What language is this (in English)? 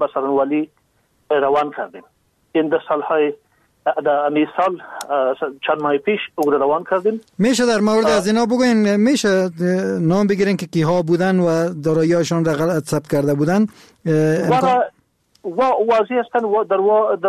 Persian